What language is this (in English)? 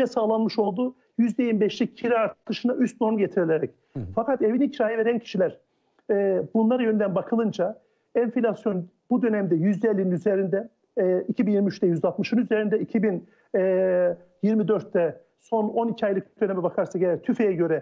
Turkish